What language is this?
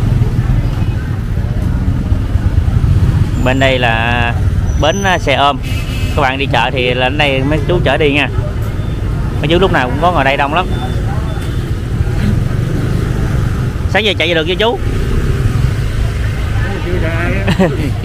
Vietnamese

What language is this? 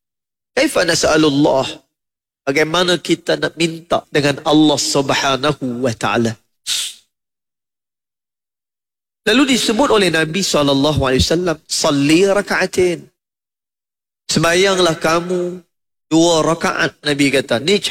Malay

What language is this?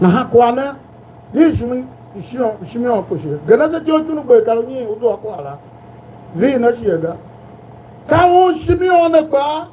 Tiv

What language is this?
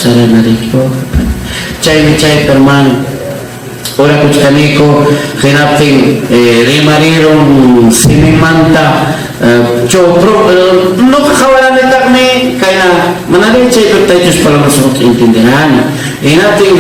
Ayacucho Quechua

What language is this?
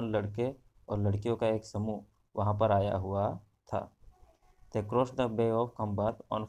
Hindi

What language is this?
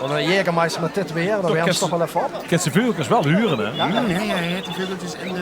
Limburgish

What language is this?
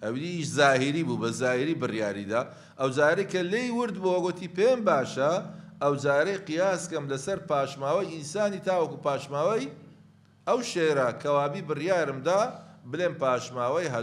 Central Kurdish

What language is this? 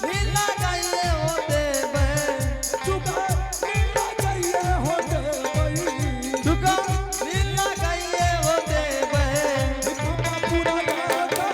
Angika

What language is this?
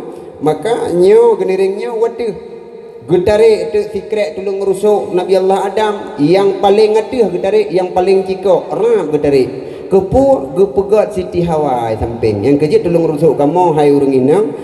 Achinese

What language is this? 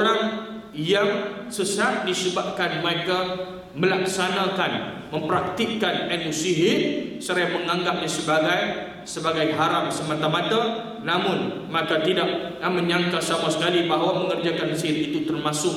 Malay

